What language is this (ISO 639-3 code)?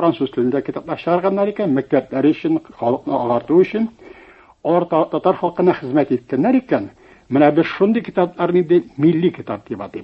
tat